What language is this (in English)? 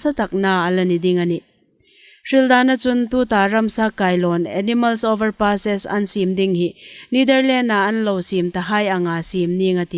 Hmar